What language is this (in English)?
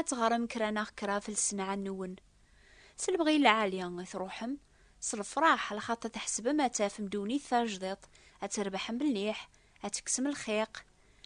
Kabyle